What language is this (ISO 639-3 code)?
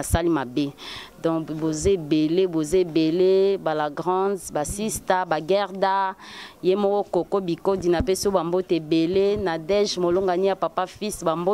lin